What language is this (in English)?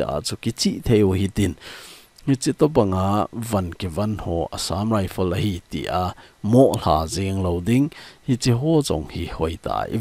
Thado Chin